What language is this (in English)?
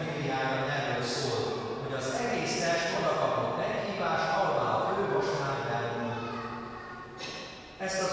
Hungarian